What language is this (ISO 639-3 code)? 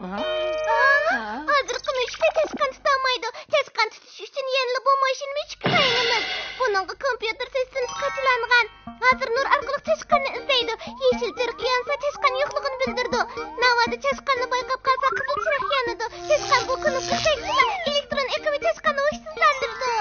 uig